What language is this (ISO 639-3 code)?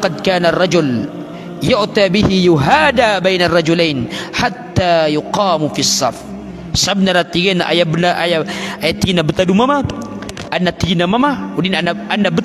mrw